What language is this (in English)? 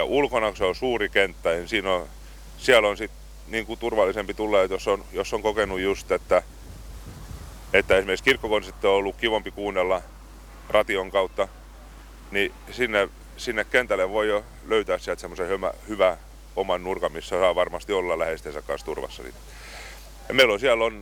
Finnish